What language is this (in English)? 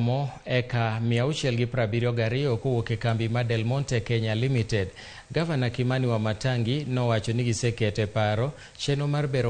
Luo (Kenya and Tanzania)